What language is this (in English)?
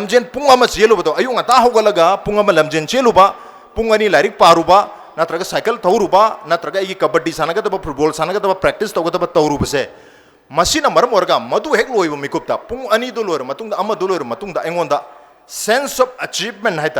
Manipuri